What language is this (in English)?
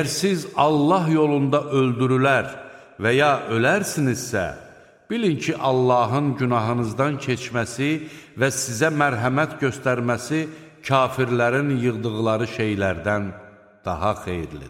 Azerbaijani